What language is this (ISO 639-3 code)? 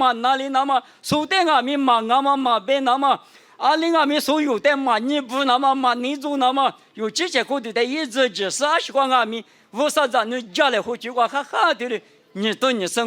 lis